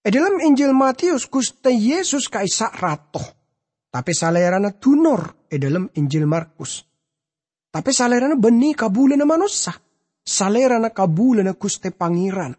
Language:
Madurese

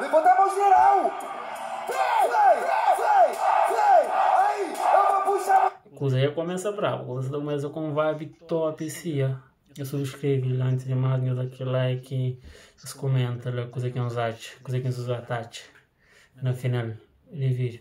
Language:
Kabuverdianu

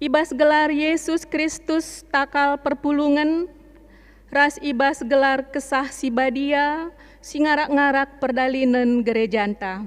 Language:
Batak Karo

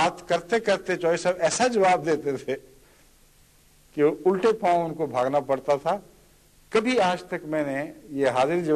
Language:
Urdu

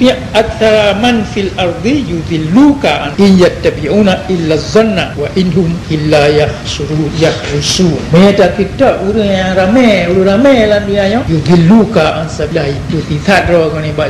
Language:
Achinese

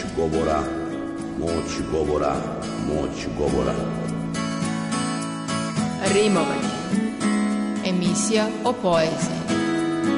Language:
Serbian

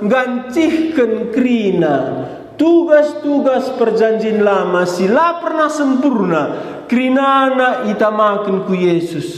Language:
Batak Karo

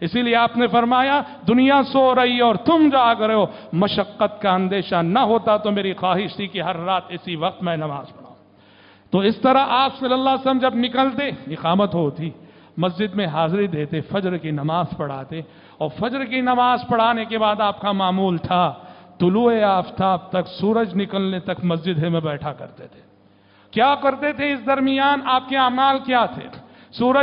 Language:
Urdu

